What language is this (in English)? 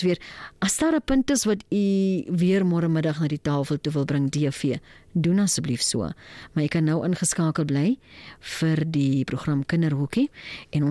Afrikaans